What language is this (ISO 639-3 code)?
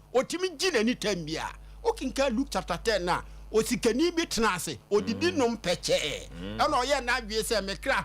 aka